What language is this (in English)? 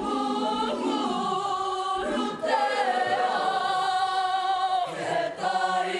Māori